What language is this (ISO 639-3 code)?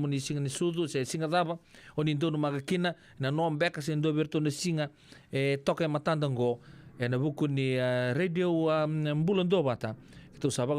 fij